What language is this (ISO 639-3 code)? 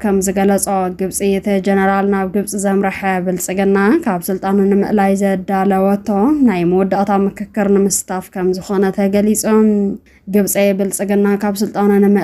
tir